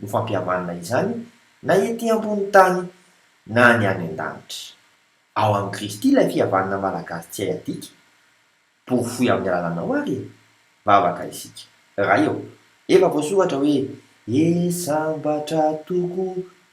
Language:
Malagasy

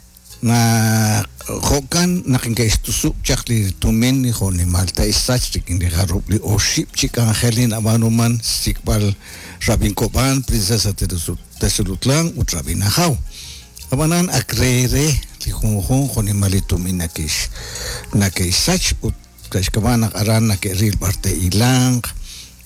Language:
Kekchí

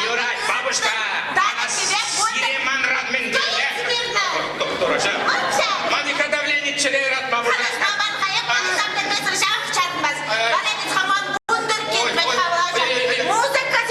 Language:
Chuvash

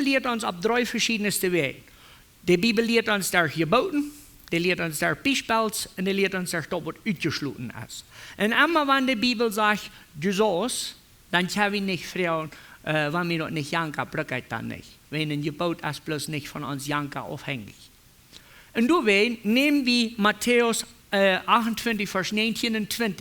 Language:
Plautdietsch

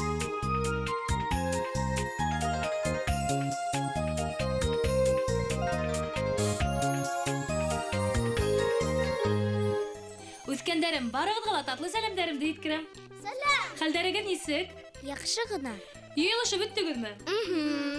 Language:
Bashkir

